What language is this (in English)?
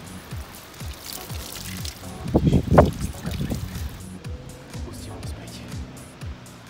Slovak